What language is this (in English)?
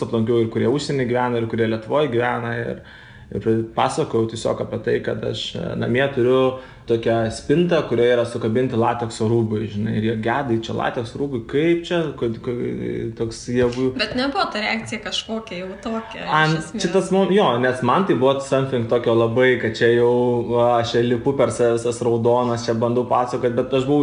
Lithuanian